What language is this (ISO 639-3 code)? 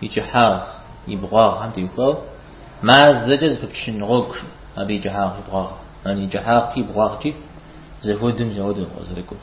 kbd